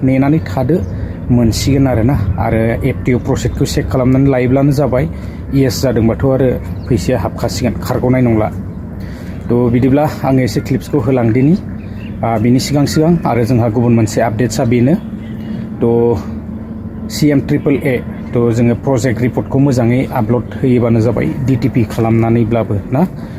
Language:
Bodo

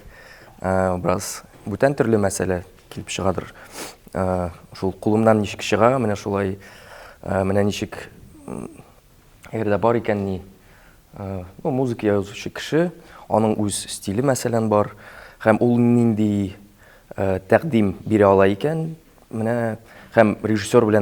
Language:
Tatar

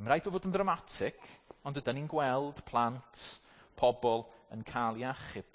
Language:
Welsh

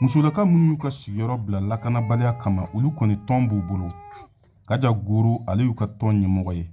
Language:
Bambara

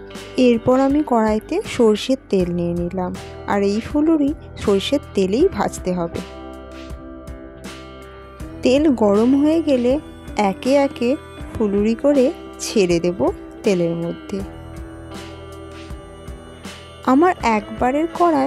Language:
Bangla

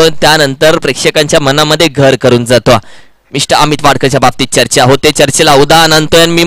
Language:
Marathi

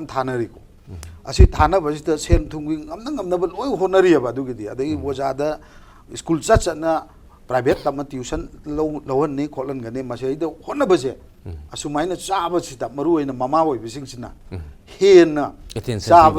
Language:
Manipuri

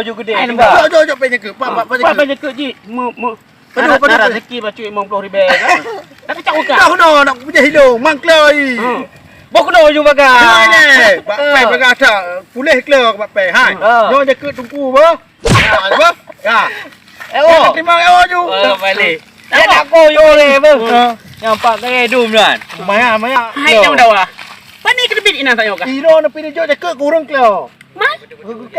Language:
Achinese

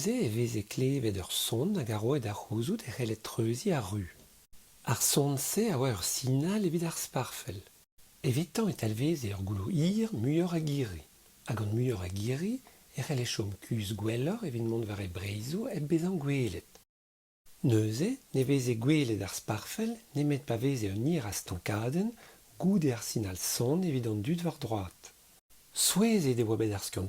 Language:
Breton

